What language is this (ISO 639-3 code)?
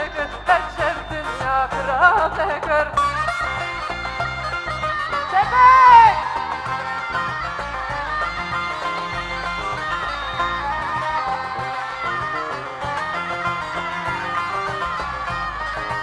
kur